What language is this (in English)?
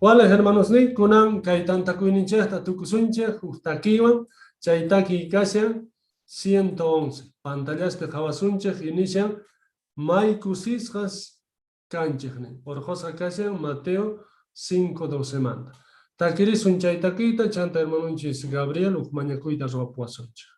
South Bolivian Quechua